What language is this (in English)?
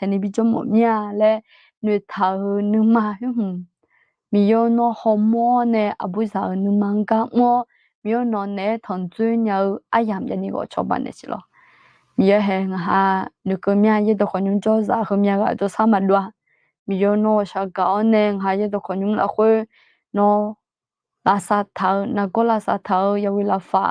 Akha